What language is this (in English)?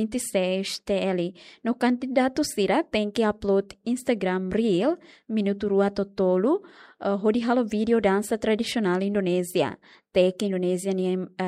Tetum